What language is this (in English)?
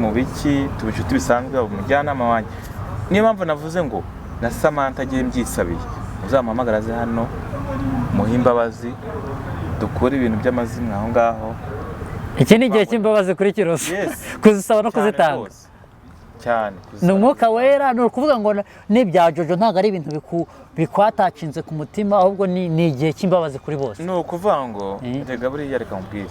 Kinyarwanda